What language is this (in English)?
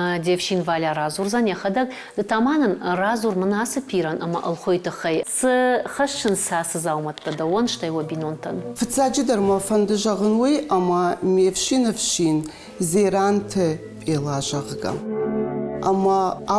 Ossetic